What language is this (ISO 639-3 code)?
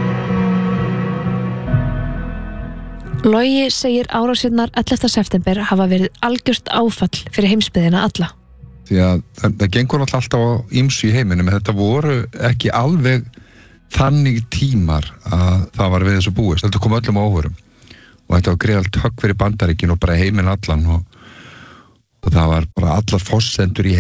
isl